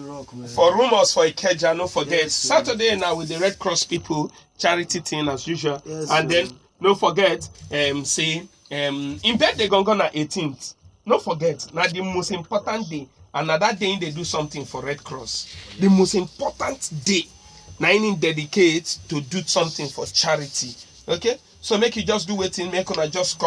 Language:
Nigerian Pidgin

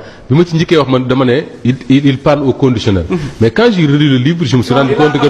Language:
Wolof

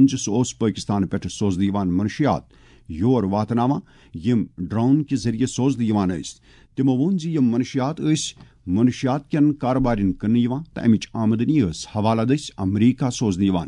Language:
Kashmiri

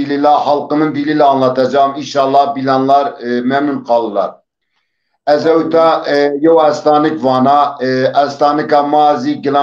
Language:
Zaza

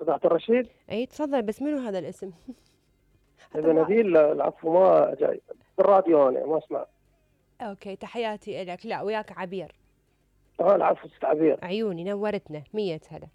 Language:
Mesopotamian Arabic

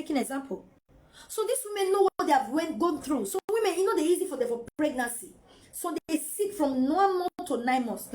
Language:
Nigerian Pidgin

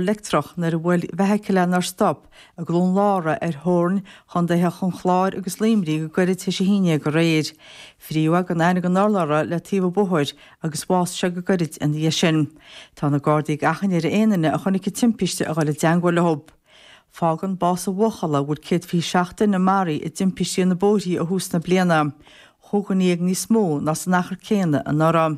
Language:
Irish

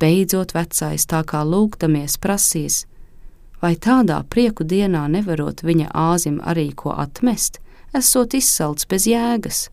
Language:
Latvian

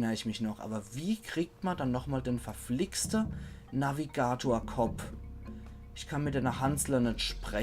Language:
Palatine German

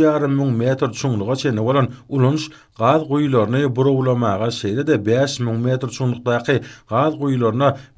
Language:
Turkmen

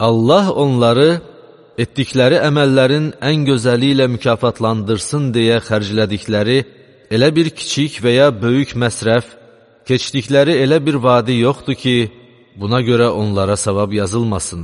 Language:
Azerbaijani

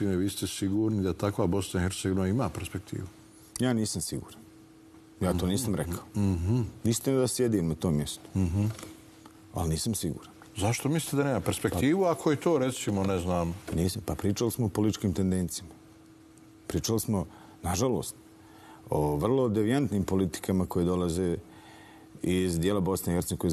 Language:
Bosnian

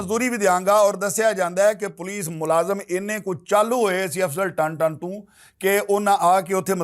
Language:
Western Panjabi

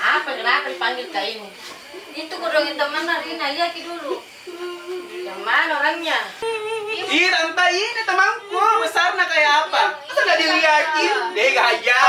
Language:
Makassar Malay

